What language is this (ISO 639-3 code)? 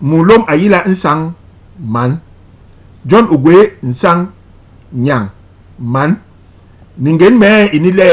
bas